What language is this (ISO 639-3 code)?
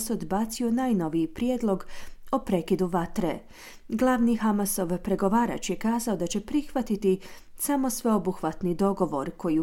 hrv